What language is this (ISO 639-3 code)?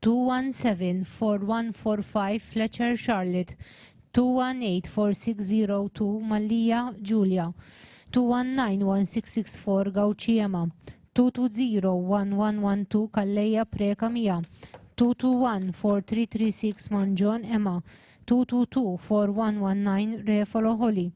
eng